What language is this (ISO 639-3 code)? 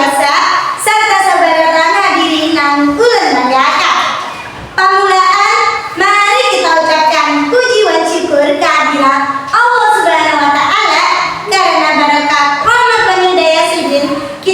bjn